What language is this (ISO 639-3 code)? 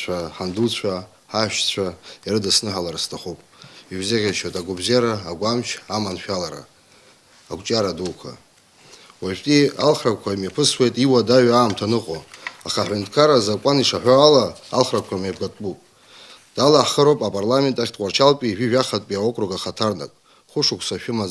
abk